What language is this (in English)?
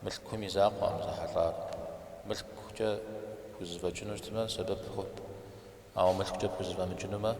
Kabardian